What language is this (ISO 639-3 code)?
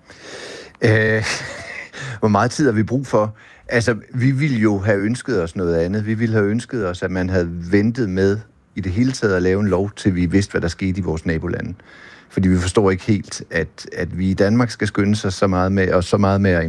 dan